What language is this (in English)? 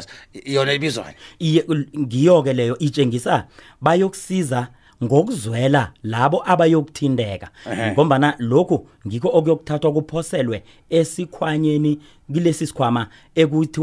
South Ndebele